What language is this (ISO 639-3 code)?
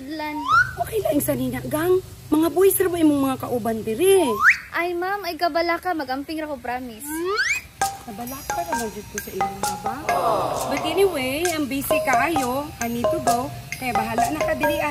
ceb